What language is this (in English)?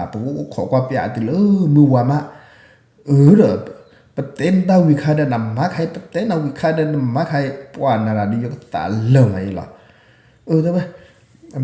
S'gaw Karen